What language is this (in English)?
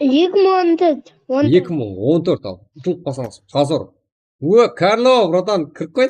Kara-Kalpak